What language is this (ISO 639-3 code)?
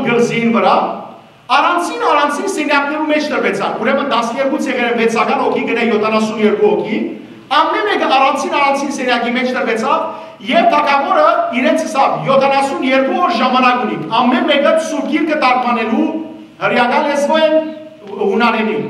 hyw